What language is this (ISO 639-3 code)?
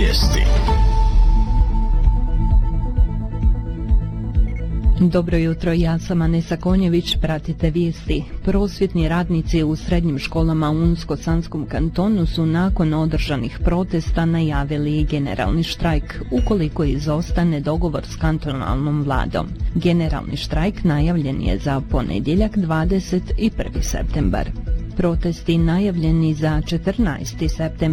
bos